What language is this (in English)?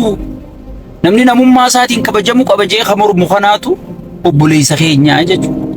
Oromo